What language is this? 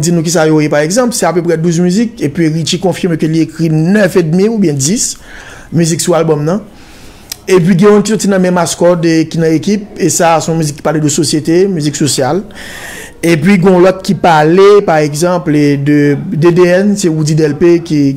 Haitian Creole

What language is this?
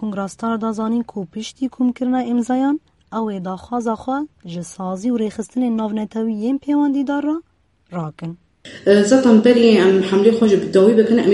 Kurdish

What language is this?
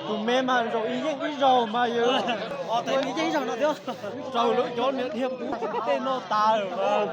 Hmong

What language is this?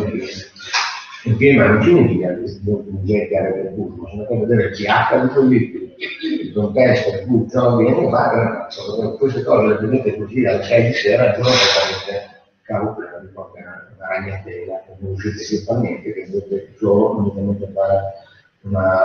Italian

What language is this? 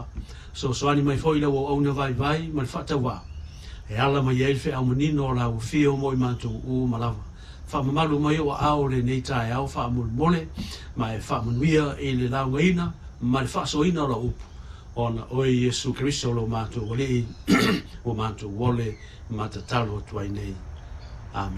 Samoan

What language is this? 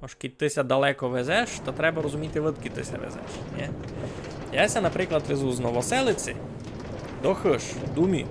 Rusyn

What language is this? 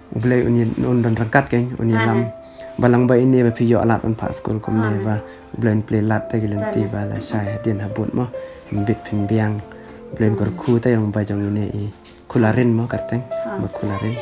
Khasi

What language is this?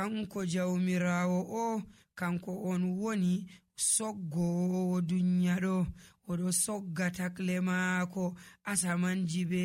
Nigerian Fulfulde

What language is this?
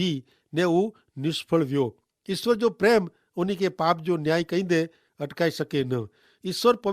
Kachhi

